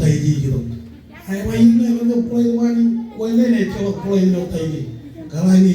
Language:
Marshallese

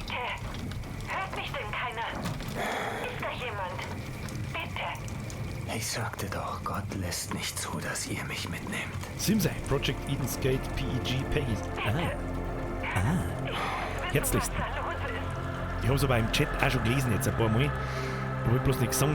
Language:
Bavarian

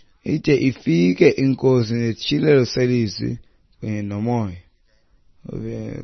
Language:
Xhosa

